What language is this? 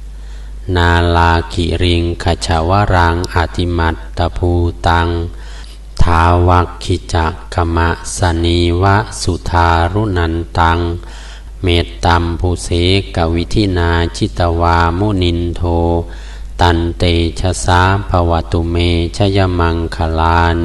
Pali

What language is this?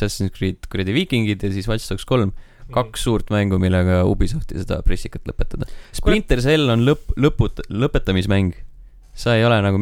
Estonian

